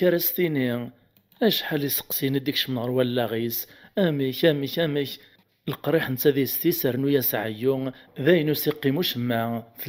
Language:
Kabyle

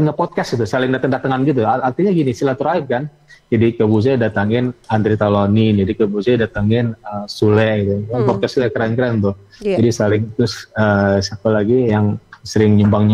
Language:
Indonesian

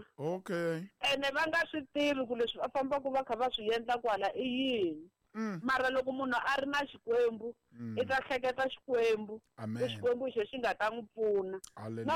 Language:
Tsonga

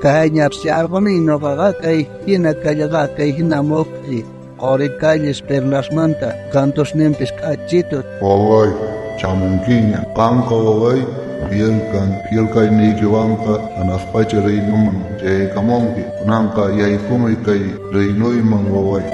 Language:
South Bolivian Quechua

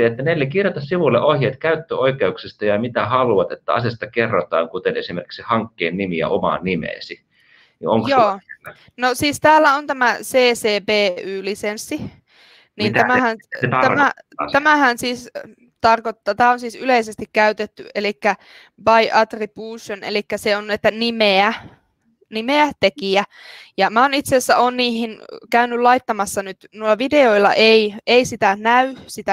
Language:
Finnish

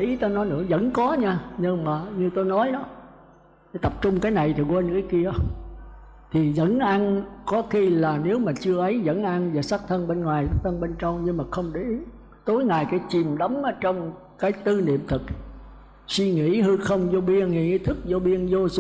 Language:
Vietnamese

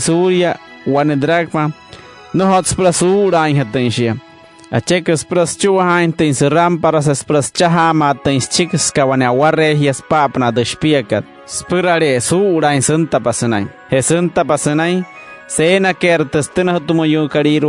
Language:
Wayuu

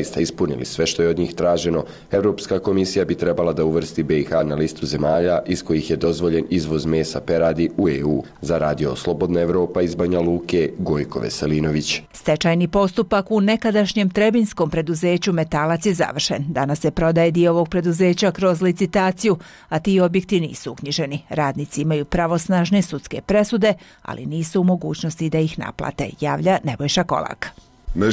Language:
Bosnian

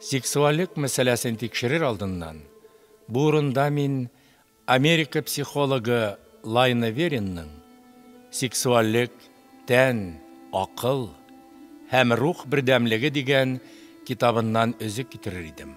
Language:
Tatar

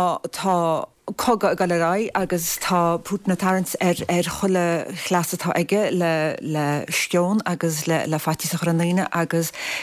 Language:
Irish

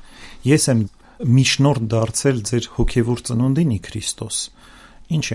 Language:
Armenian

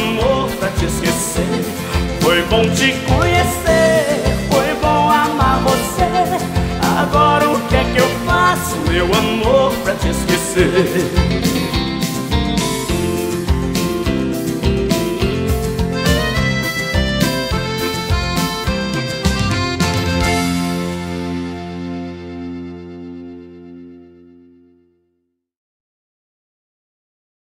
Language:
Portuguese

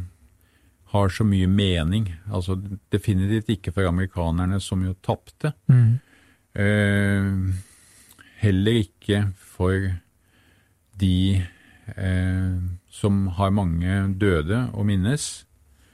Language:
Norwegian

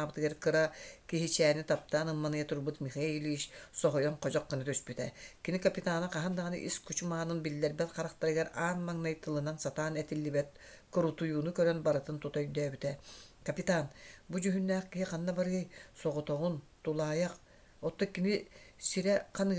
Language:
Yakut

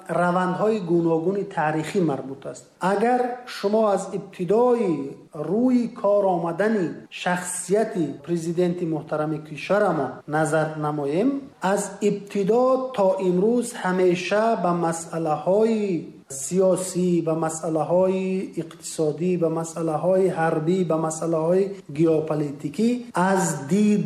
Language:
Tajik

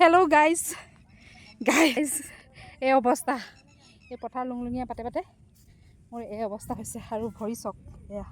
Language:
Assamese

